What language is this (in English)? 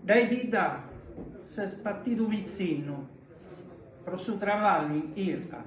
Sardinian